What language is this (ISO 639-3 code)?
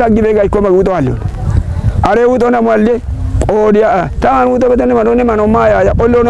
kbr